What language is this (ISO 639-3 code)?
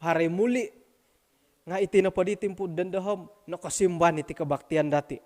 dtp